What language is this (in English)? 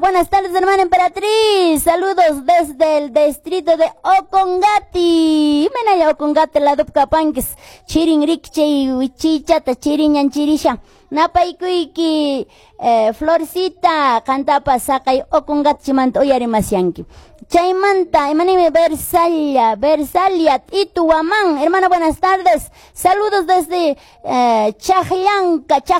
Quechua